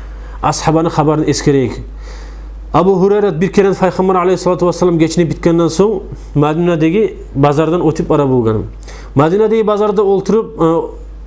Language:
Kumyk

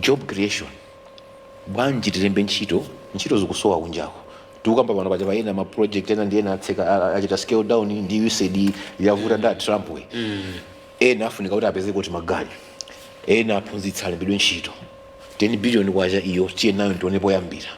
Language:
Nyanja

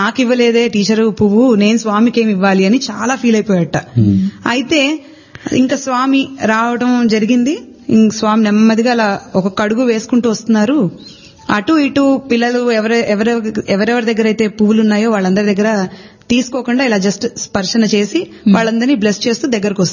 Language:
Telugu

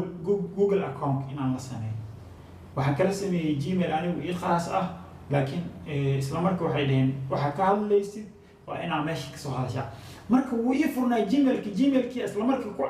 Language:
Somali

